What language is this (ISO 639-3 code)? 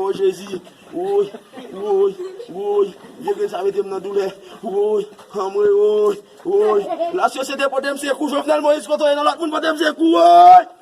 hat